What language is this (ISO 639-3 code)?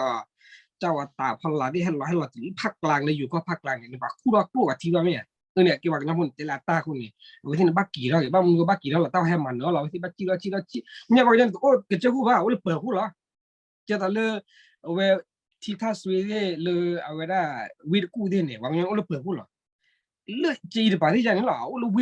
ksw